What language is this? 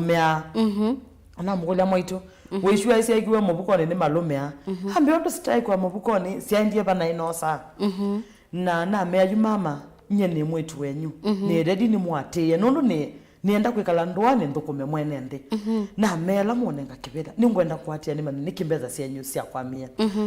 Kamba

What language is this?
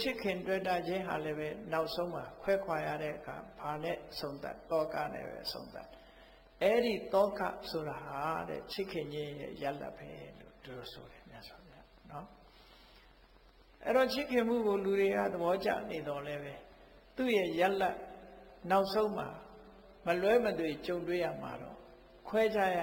Burmese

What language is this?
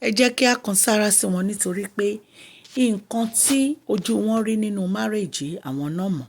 Yoruba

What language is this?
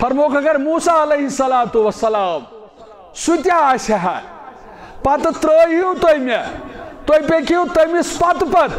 Kashmiri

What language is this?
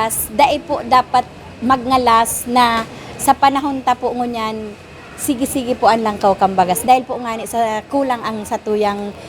Bikol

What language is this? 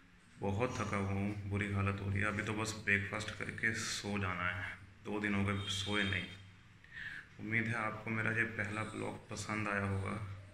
Hindi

